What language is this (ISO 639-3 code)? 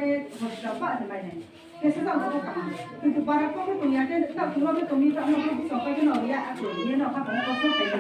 ria